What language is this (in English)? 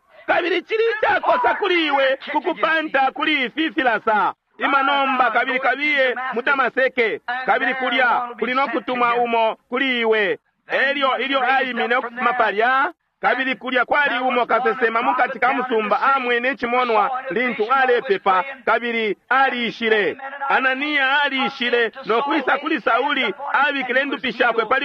Bemba